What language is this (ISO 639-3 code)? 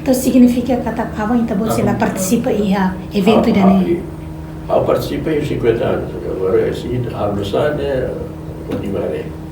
tet